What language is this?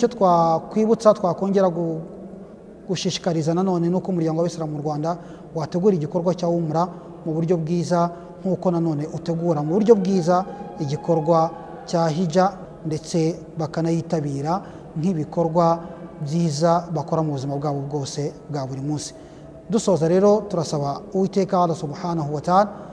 Kinyarwanda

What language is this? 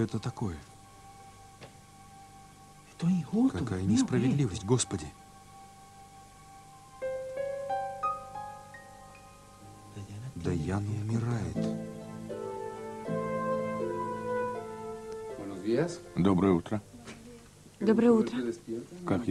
Russian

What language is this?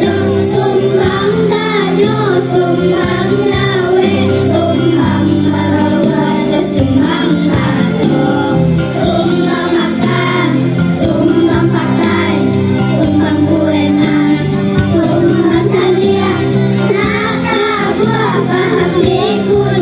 Minangkabau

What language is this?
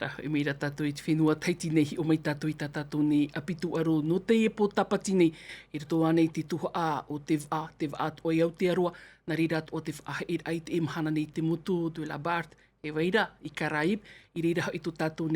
Tahitian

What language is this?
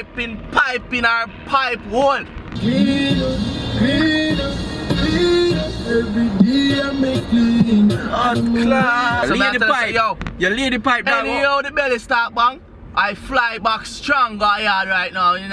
Jamaican Creole English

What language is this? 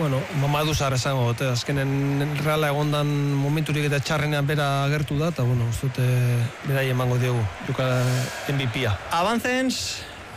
Basque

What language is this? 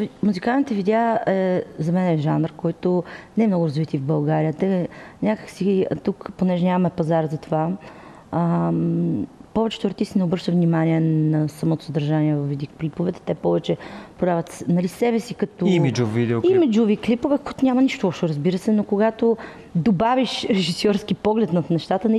Bulgarian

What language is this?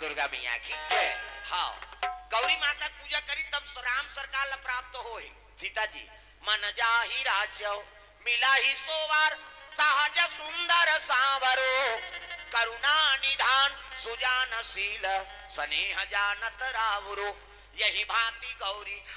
Chhattisgarhi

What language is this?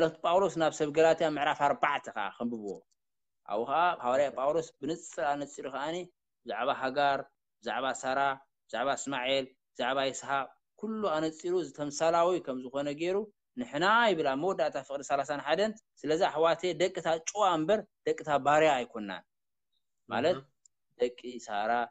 Tigrinya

